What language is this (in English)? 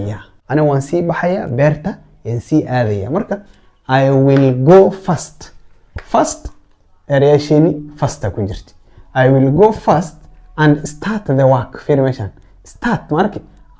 Somali